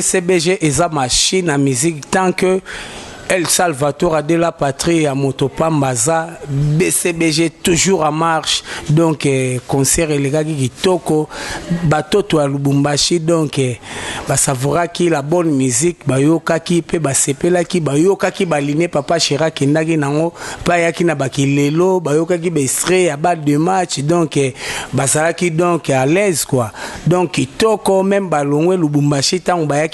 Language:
Lingala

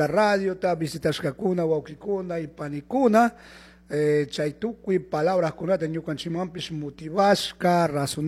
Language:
Chimborazo Highland Quichua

